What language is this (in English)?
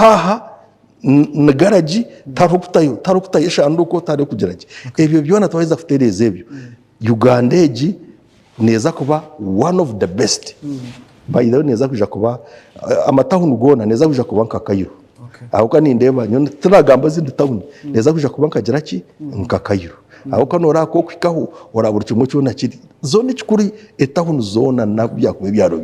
Nyankole